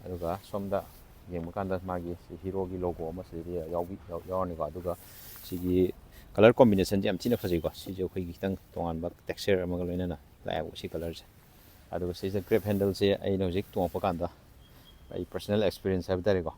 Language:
Manipuri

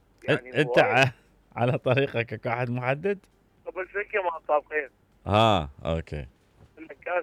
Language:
Mesopotamian Arabic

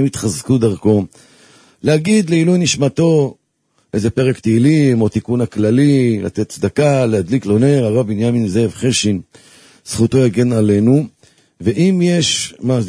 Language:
Hebrew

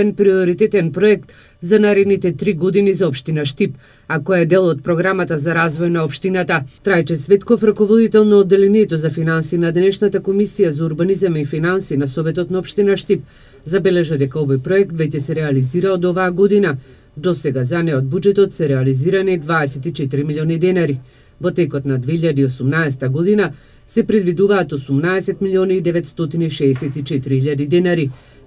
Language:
Macedonian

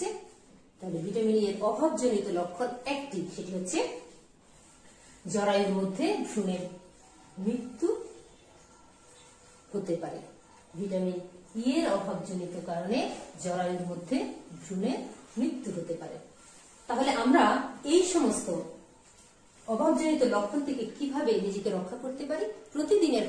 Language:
Bangla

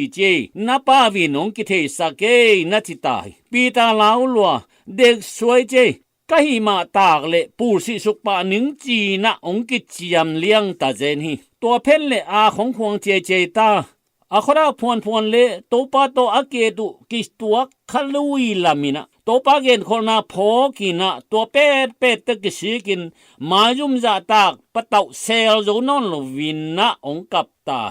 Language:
Tedim Chin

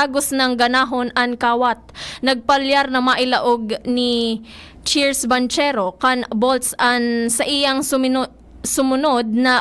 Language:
Bikol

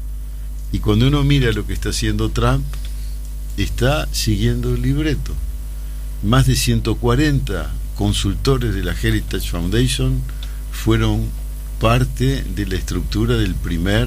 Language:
Spanish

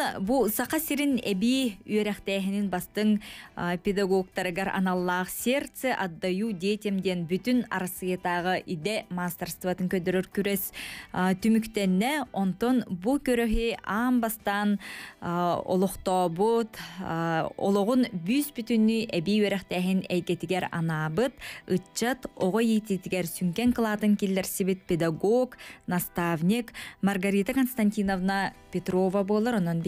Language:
Yakut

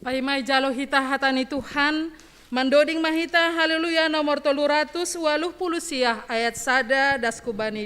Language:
Batak Simalungun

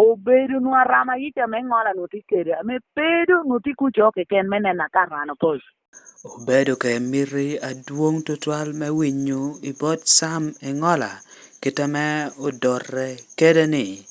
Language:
Lango (Uganda)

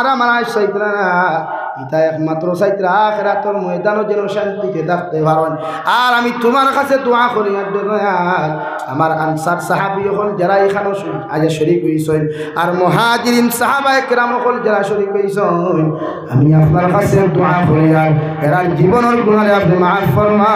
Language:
Sylheti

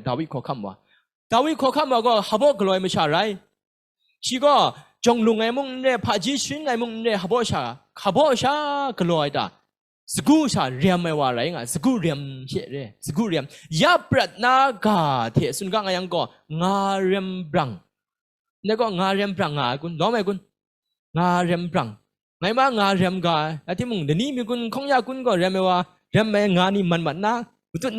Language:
Kachin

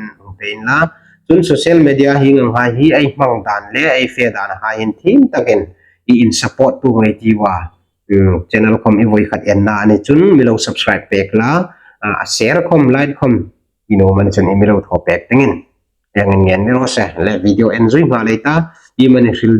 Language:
Hmar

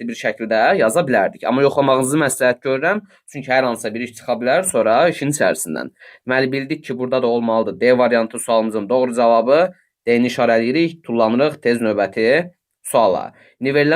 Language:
Azerbaijani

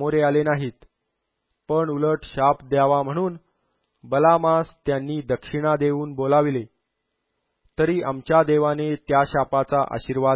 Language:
Marathi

